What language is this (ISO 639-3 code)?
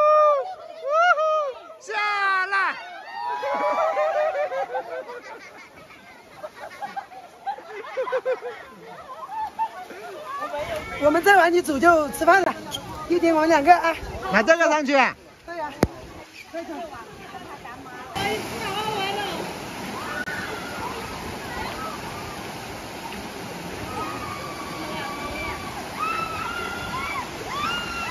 zho